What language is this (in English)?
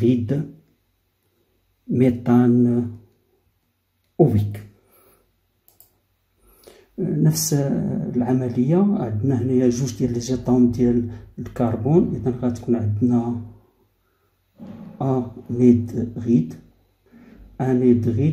Moroccan Arabic